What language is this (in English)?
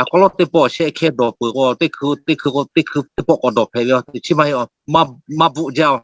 Lahu